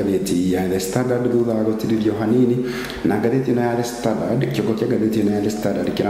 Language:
Kikuyu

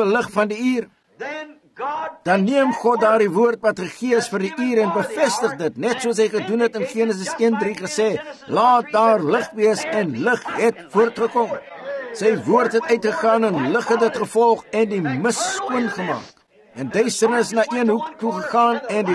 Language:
Afrikaans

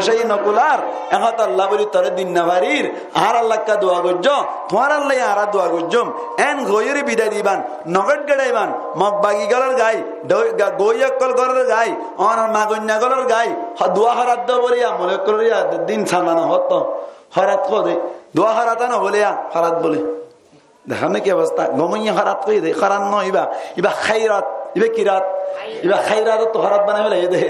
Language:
Rohingya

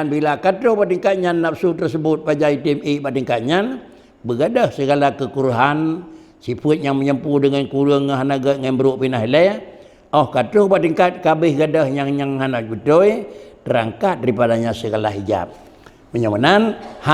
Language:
Achinese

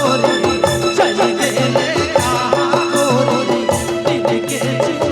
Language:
Sadri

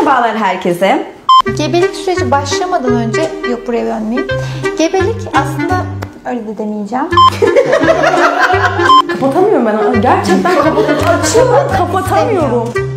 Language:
Turkish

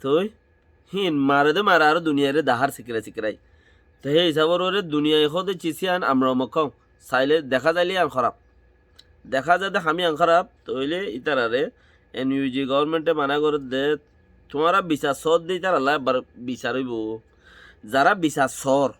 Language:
Rohingya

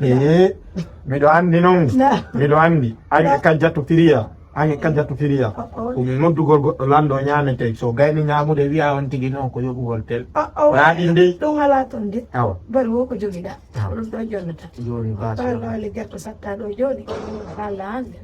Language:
Fula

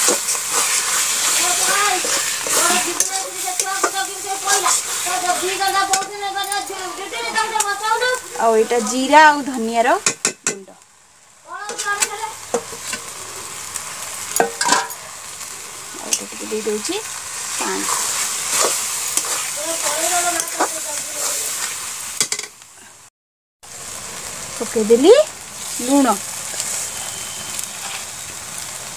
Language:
Odia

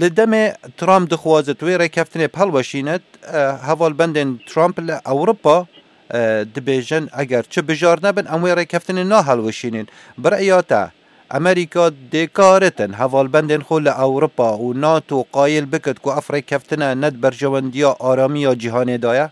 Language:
Kurdish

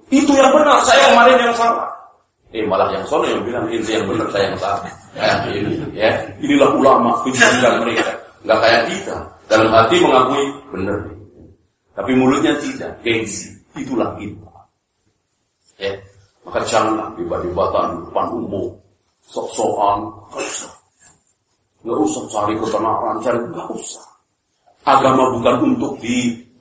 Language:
Indonesian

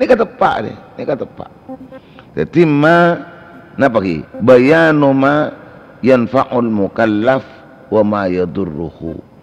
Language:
Madurese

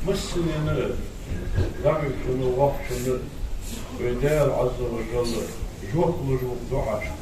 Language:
Ingush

